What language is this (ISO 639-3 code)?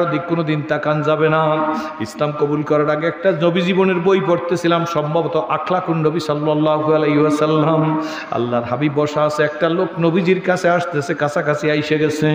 ben